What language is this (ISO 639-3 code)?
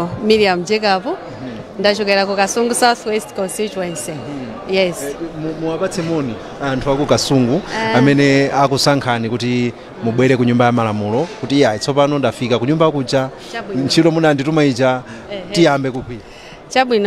nya